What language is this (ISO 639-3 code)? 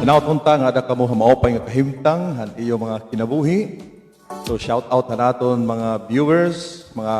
war